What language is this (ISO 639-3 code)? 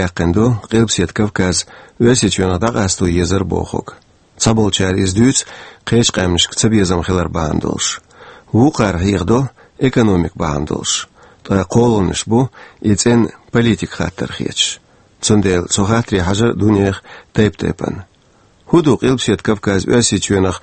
che